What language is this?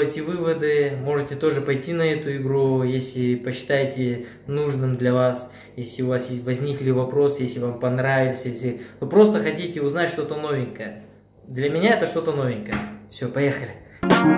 Russian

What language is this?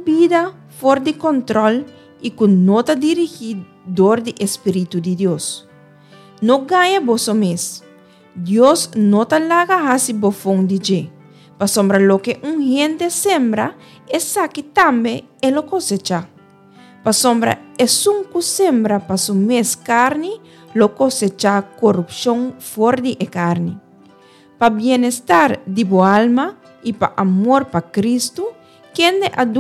Papiamento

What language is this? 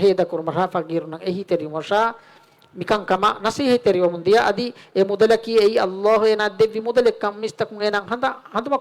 Divehi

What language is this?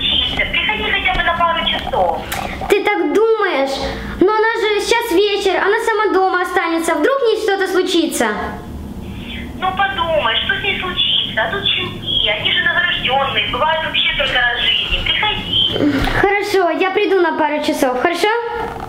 Russian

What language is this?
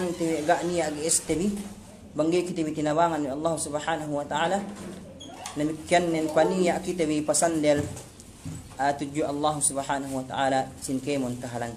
Yakan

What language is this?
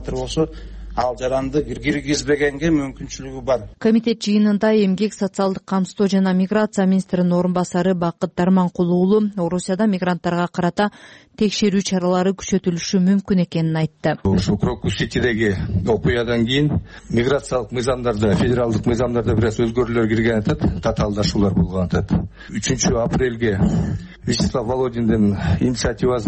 Kyrgyz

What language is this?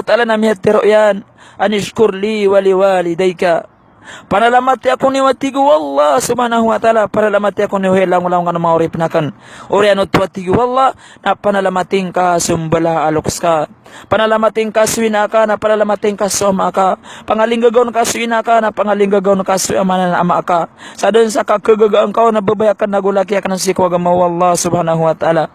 Maranao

